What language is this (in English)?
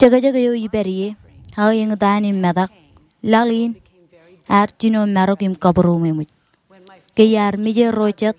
Marshallese